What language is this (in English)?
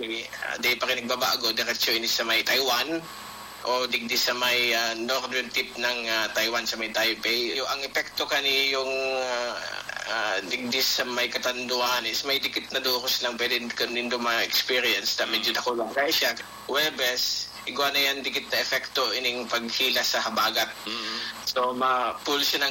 Bikol